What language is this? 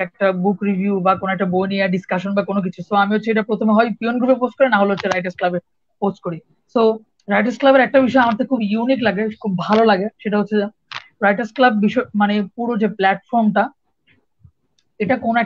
Bangla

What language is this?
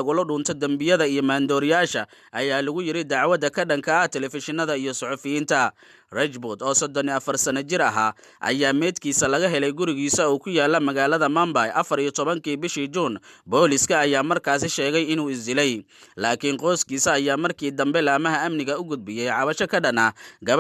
Somali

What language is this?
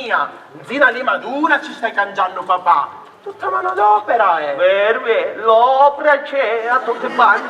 Sicilian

